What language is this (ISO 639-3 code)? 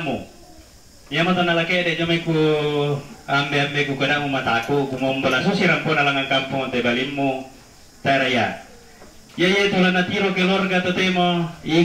sda